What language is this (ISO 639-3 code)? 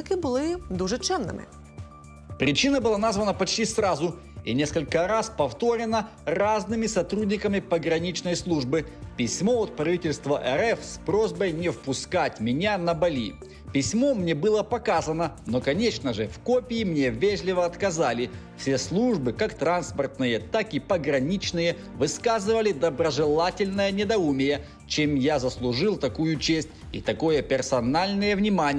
ukr